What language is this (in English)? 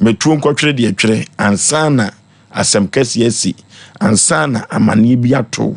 Akan